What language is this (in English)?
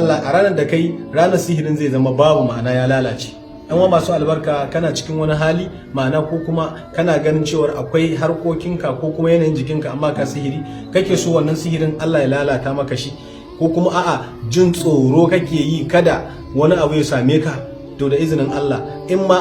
Hausa